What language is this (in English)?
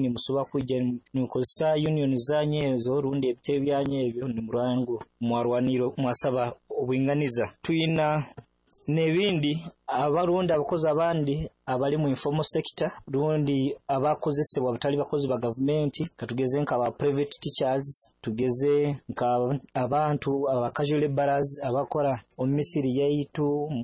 Nyoro